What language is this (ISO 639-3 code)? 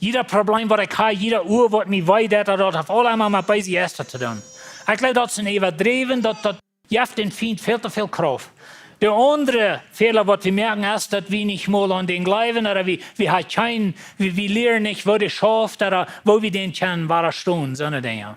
pdt